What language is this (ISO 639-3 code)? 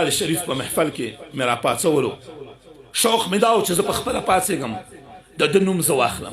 pus